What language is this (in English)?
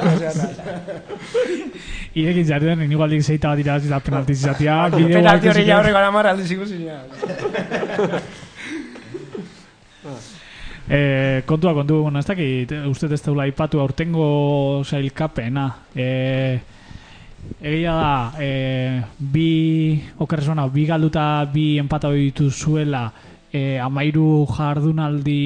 Basque